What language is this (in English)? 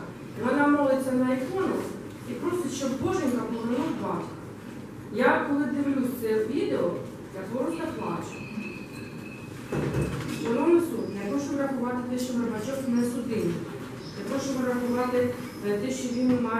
Ukrainian